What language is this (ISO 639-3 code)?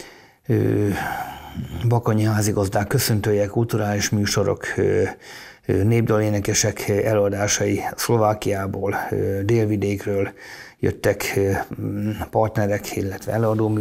hun